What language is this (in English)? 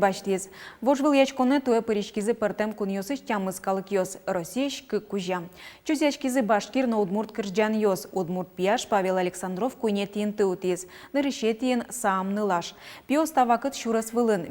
Udmurt